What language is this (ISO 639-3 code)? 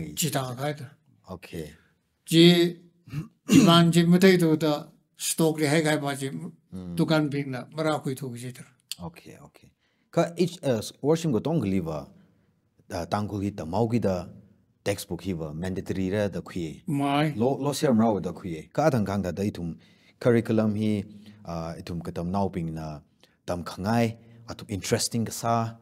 nmf